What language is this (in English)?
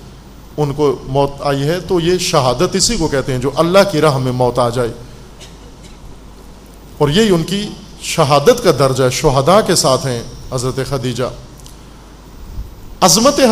Urdu